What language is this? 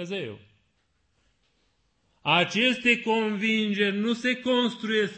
Romanian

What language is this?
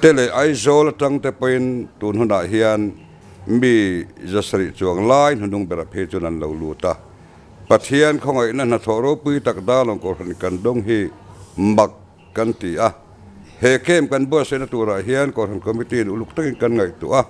Mizo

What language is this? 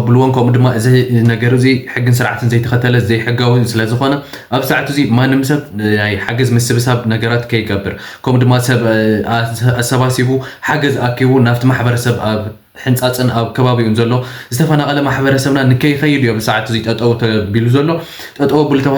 Tigrinya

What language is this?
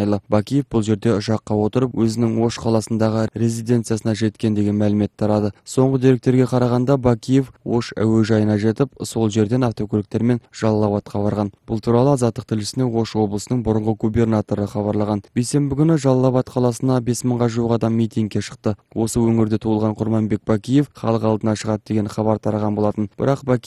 Kyrgyz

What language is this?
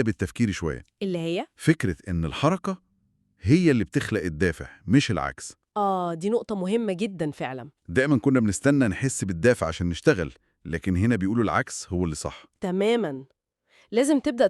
Egyptian Arabic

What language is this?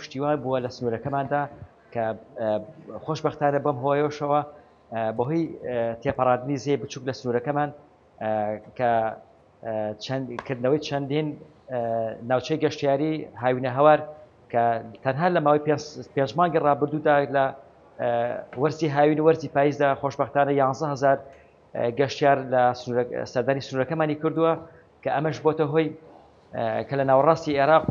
Central Kurdish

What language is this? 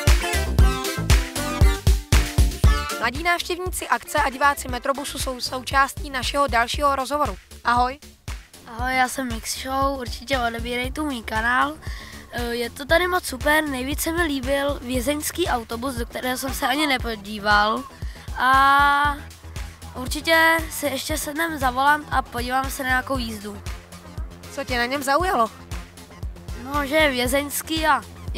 Czech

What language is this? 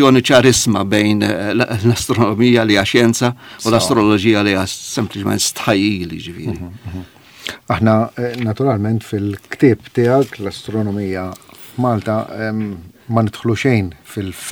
Maltese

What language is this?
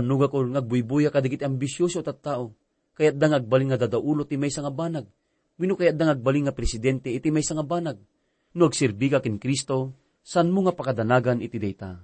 Iloko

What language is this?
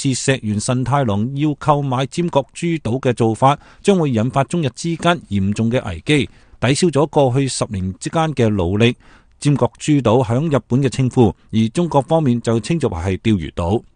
Cantonese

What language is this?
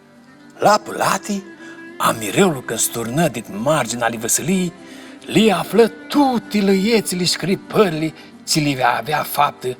Aromanian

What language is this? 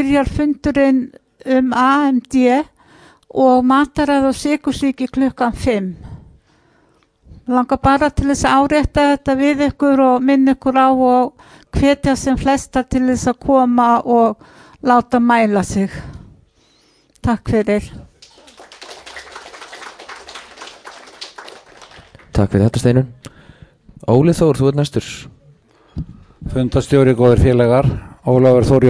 Icelandic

